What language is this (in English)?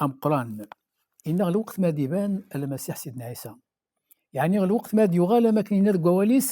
Kabyle